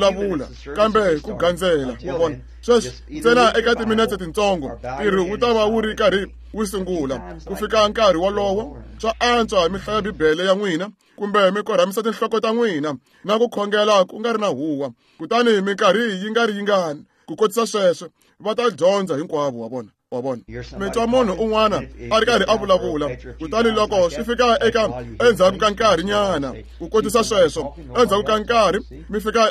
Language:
Tsonga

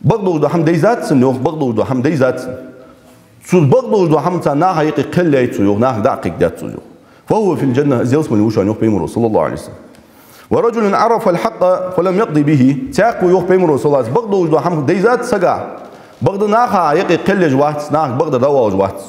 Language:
Ingush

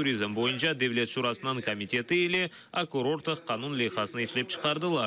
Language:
Crimean Tatar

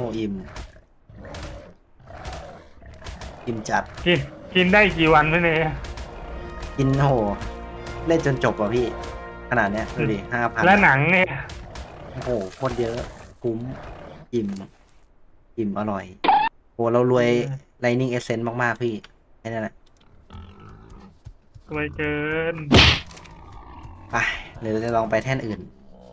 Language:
Thai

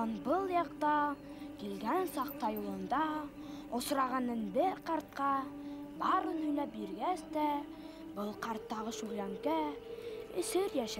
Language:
Bashkir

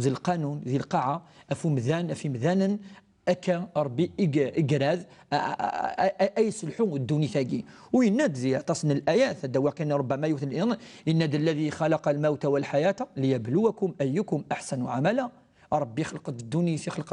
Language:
Kabyle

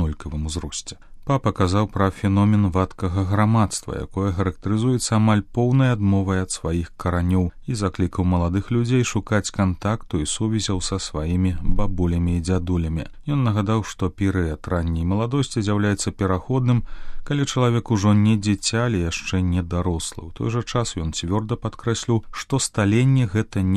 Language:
Belarusian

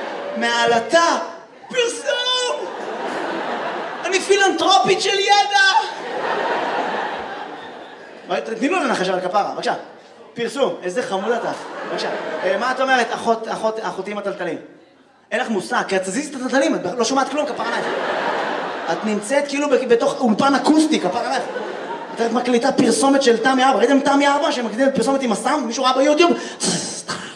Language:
Hebrew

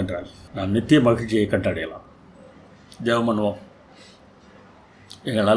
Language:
Tamil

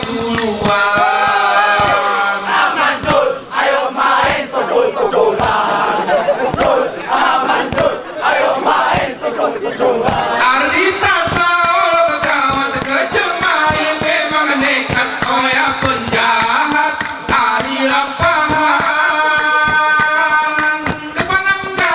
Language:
Gayo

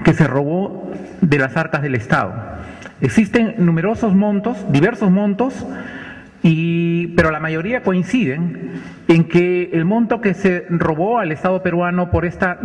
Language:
Spanish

